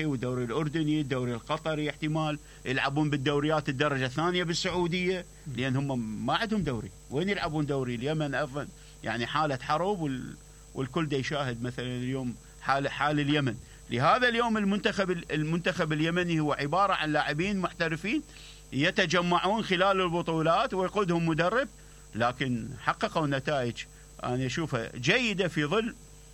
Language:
Mesopotamian Arabic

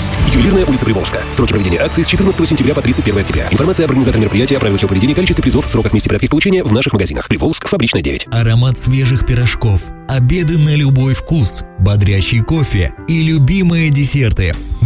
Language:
Russian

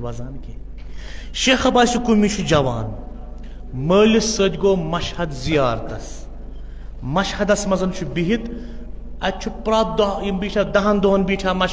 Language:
Kashmiri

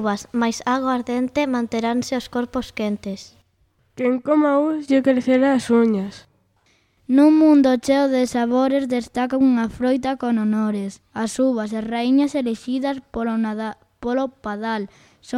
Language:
Galician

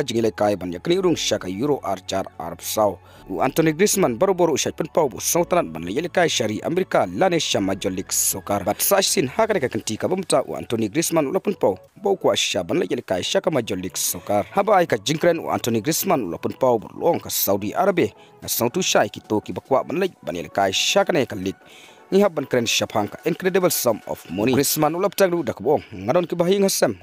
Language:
Khasi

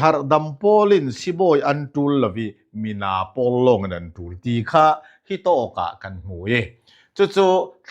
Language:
Falam Chin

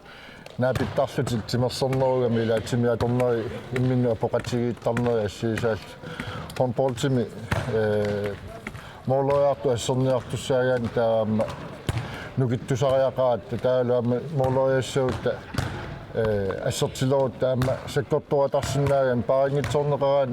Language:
Kalaallisut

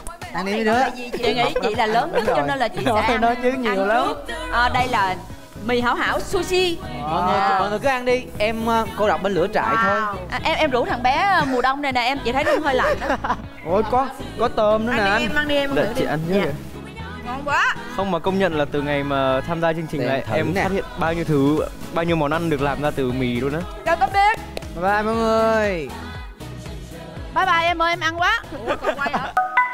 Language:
Vietnamese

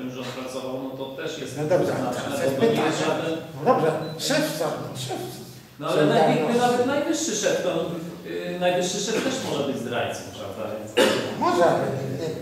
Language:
Polish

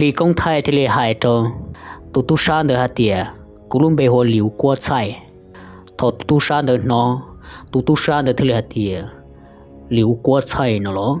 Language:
Hmong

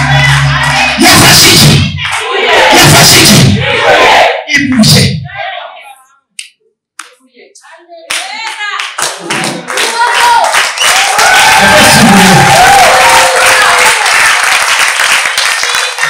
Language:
Kinyarwanda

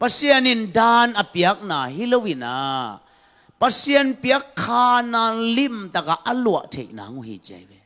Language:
Tedim Chin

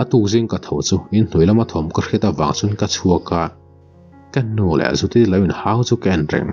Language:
Mizo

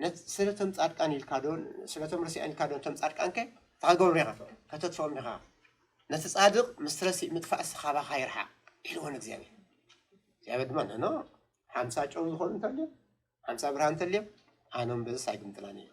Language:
Tigrinya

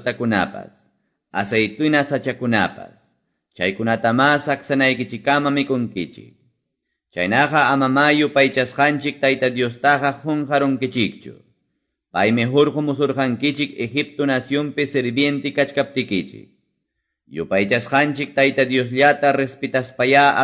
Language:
Quechua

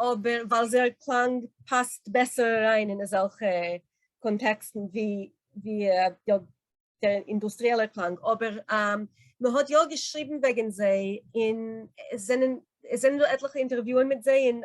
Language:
Yiddish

